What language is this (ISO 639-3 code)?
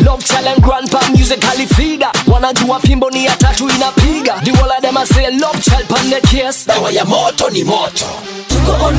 swa